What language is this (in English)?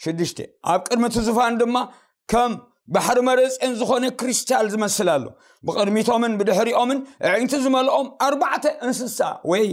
Tigrinya